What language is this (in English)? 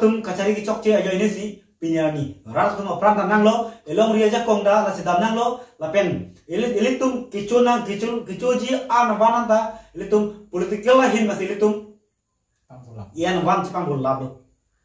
Karbi